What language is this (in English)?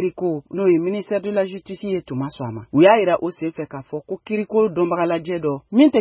Bambara